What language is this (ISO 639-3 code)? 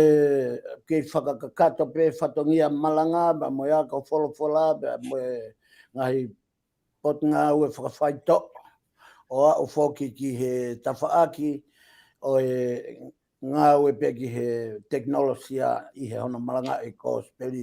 ton